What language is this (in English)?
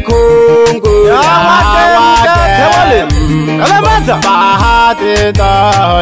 Swahili